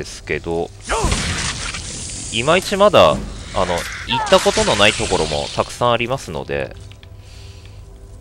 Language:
Japanese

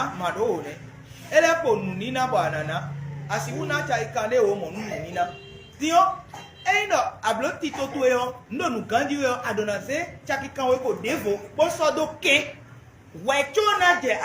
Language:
Fon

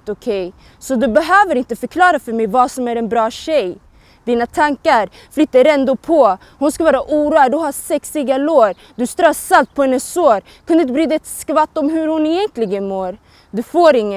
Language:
Swedish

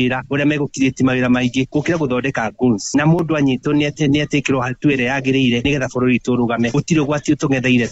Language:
Kikuyu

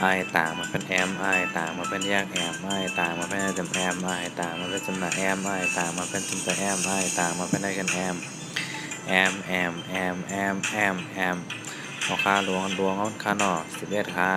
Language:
Shan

